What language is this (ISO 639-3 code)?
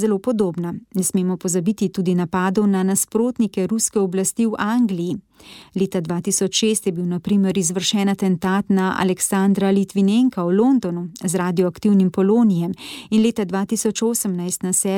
slv